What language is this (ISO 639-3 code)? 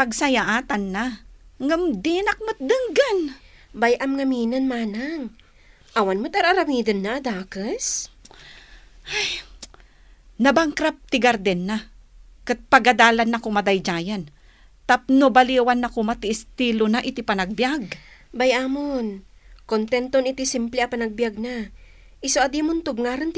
ilo